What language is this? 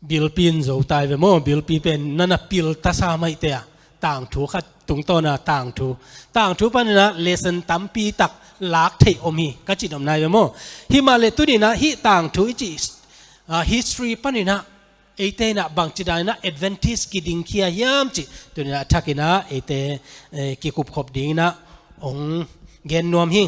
Tedim Chin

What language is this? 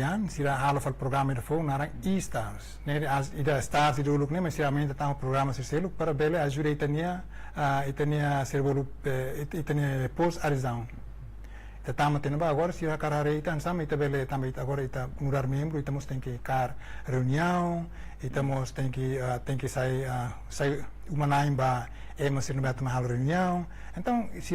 Tetum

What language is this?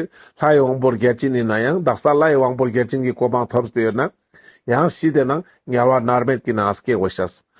Ladakhi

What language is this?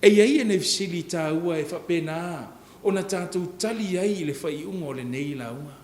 Samoan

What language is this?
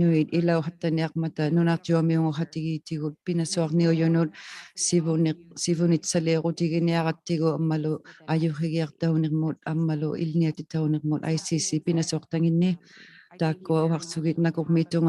Inuktitut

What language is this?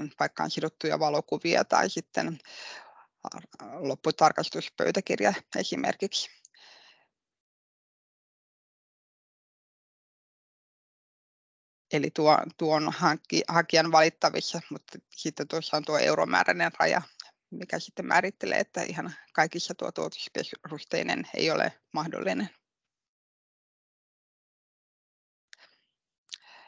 Finnish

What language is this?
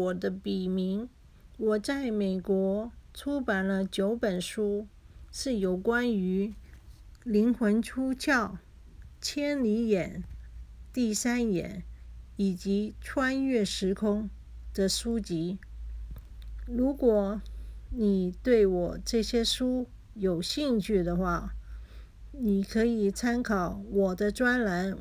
Chinese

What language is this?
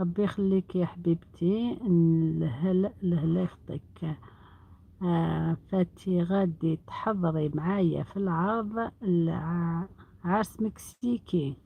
Algerian Arabic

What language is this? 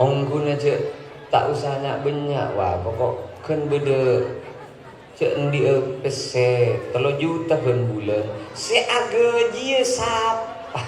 Madurese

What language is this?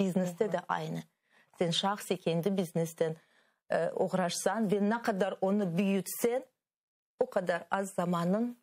Crimean Tatar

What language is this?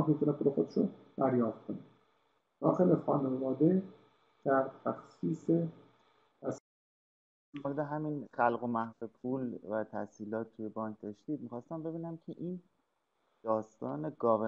Persian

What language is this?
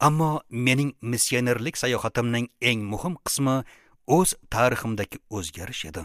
Uzbek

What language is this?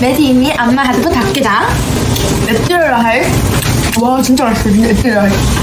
Sinhala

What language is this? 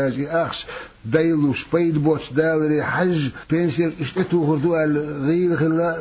Chechen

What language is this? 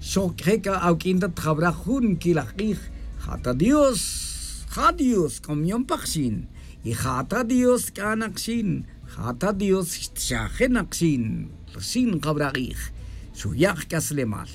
Tz'utujil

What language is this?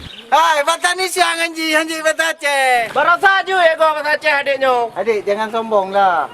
Achinese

